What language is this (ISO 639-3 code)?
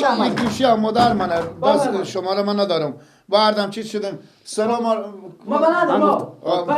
fas